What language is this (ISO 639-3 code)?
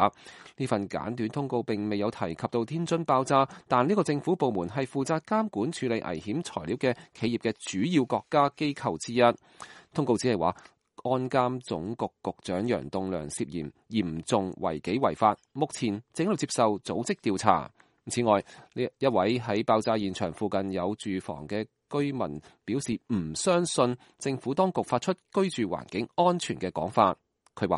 yue